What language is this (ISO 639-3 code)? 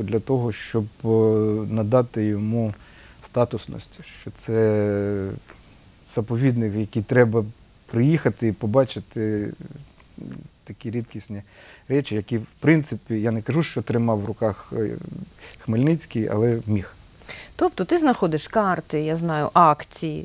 ukr